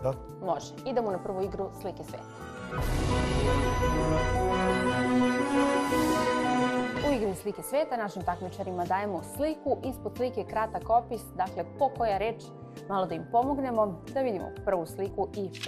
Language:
Serbian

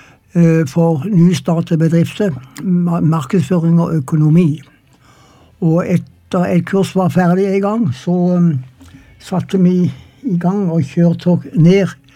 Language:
Norwegian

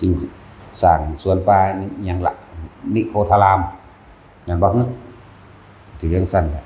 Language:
Northeastern Thai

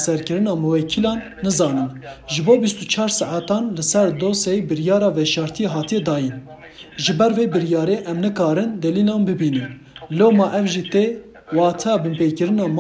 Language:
Kurdish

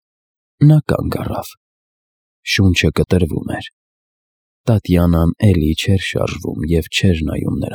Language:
Armenian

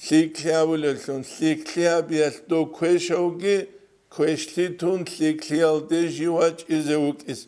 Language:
Avaric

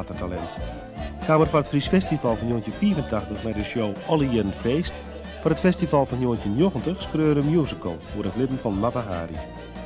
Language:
Western Frisian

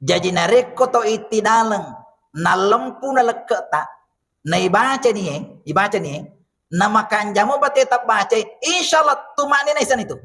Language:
Buginese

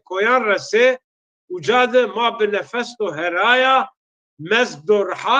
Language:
Zaza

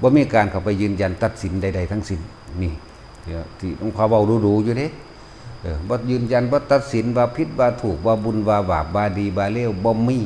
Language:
Lao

